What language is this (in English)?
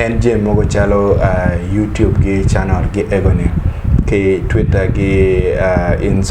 Acoli